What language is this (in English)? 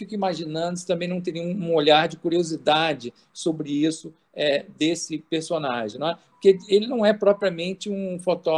Portuguese